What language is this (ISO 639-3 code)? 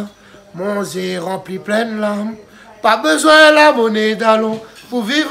rcf